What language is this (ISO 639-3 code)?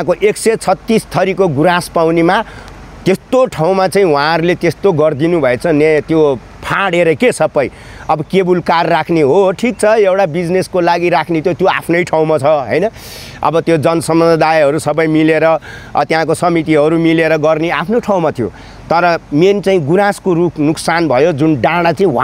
nep